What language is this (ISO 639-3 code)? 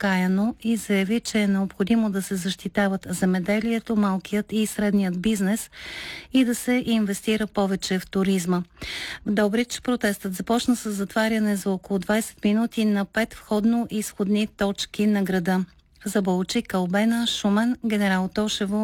bul